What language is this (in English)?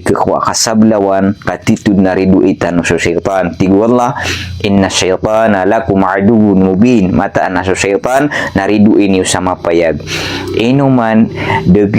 Maranao